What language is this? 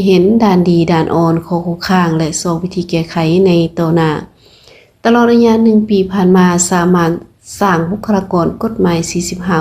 Lao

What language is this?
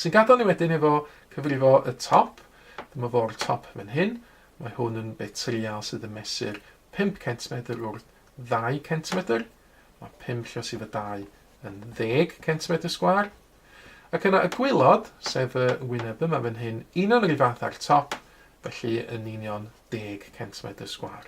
Welsh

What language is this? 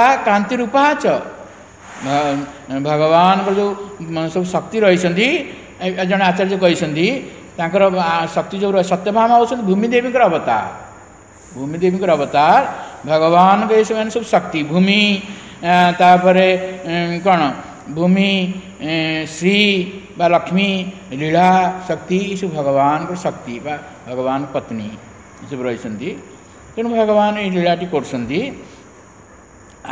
Odia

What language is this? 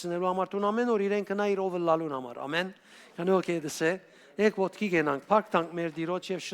Western Armenian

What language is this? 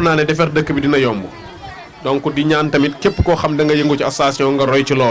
Wolof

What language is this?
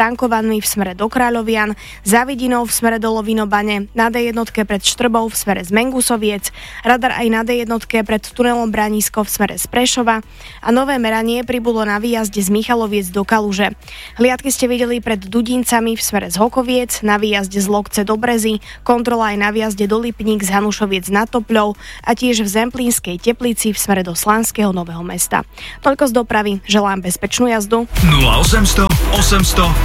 Slovak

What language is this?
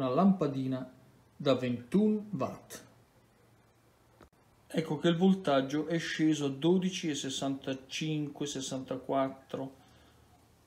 Italian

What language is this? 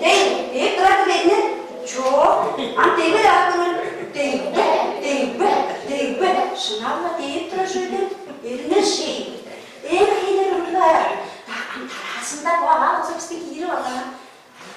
Tuvinian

